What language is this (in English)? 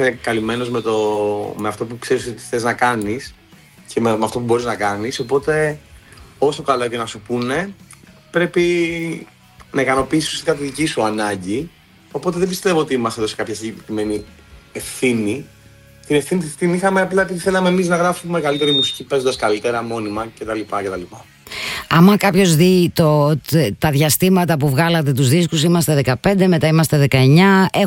Greek